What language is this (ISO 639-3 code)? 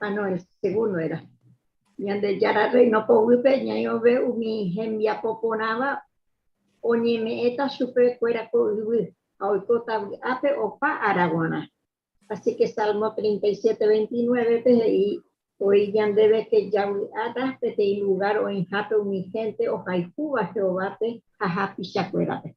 grn